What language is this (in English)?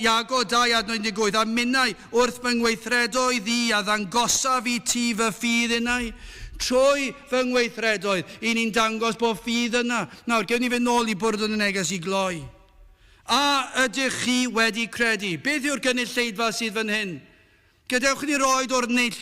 Welsh